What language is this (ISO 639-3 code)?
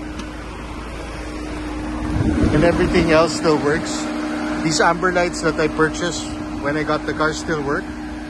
fil